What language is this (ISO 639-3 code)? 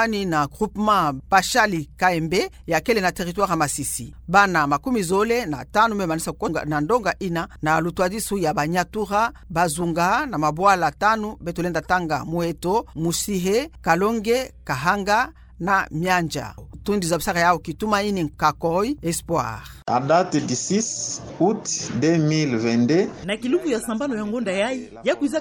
ktu